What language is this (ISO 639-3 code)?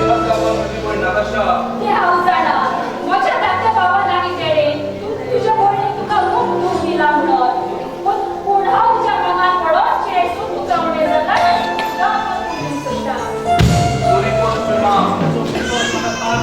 kok